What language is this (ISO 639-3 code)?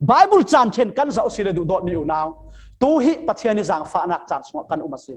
cfm